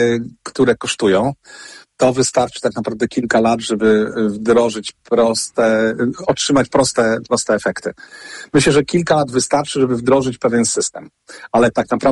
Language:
Polish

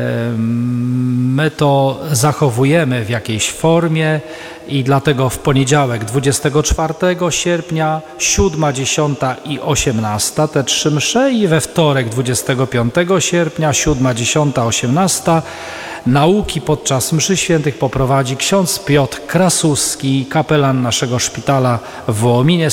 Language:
Polish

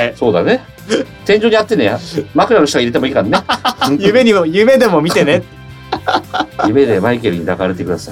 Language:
Japanese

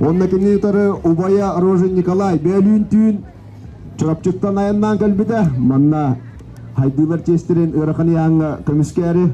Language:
Yakut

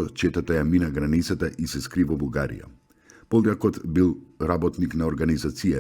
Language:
Macedonian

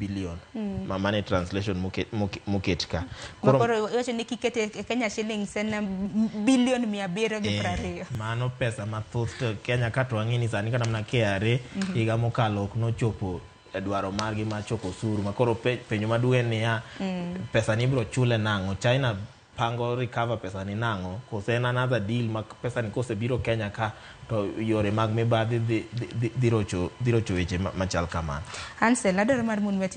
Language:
Luo (Kenya and Tanzania)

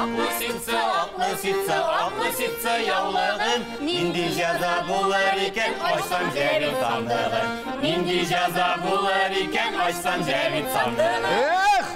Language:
Tatar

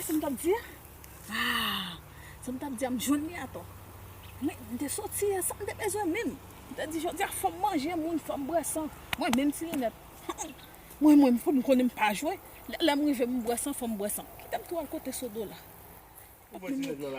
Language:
Haitian Creole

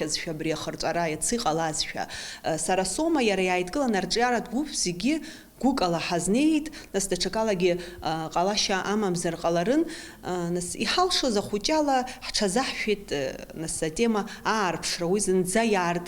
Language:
Abkhazian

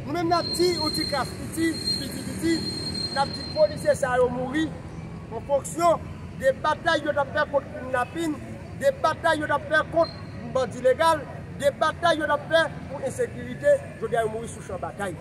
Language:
Haitian Creole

